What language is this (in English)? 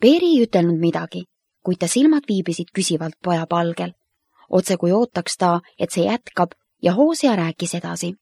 Estonian